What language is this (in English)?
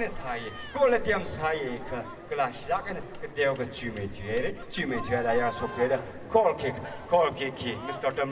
Tangkhul Naga (India)